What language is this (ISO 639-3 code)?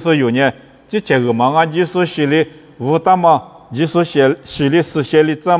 lis